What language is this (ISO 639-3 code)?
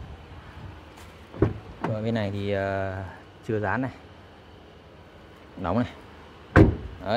vie